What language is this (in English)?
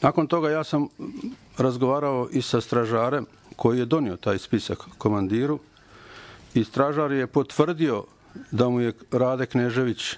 Bosnian